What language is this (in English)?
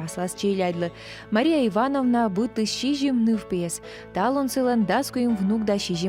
Komi